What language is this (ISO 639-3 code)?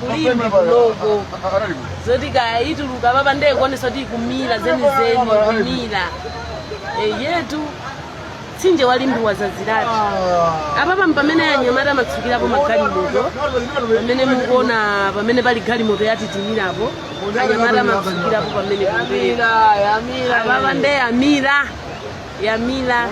nya